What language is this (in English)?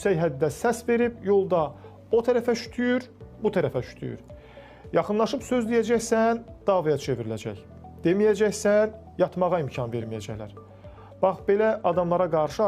Azerbaijani